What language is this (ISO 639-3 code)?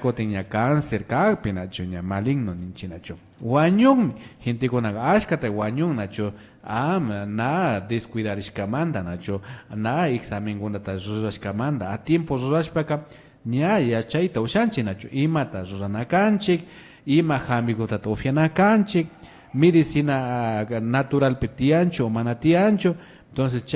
qvi